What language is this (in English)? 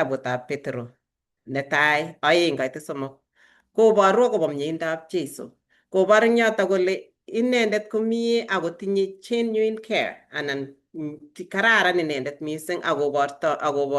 Kalenjin